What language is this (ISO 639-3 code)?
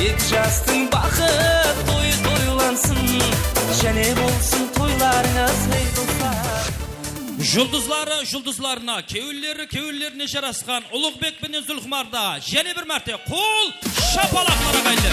kaa